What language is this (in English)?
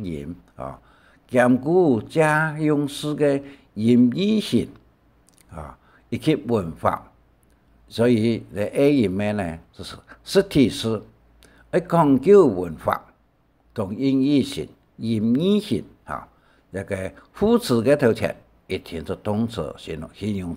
Hakka Chinese